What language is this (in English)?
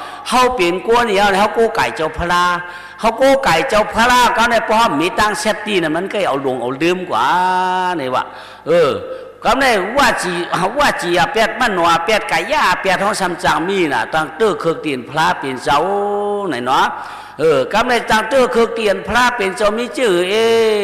Shan